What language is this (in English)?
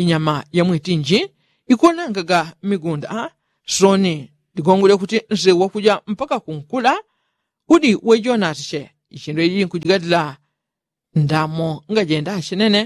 Yao